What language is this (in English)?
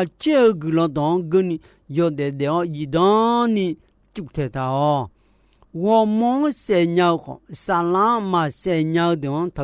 Akha